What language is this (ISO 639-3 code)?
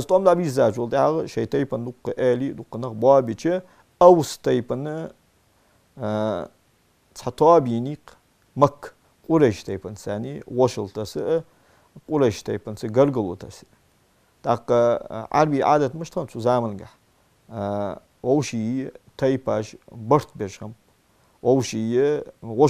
inh